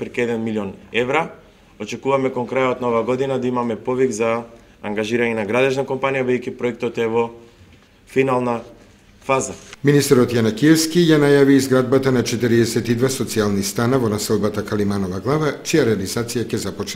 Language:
Macedonian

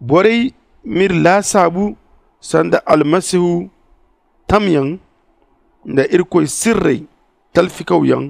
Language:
Zarma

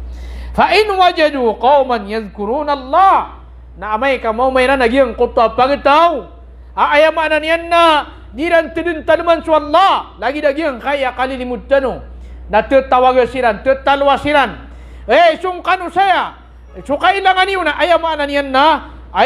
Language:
Maranao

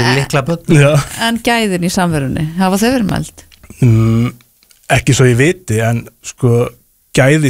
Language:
Icelandic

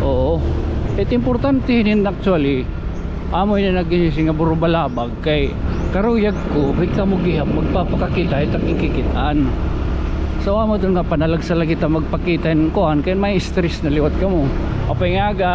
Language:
Waray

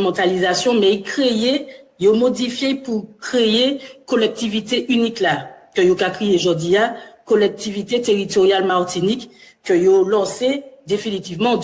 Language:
Guadeloupean Creole French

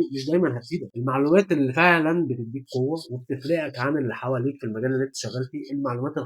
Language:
Egyptian Arabic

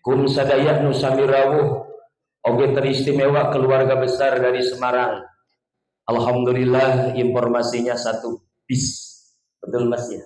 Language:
Sundanese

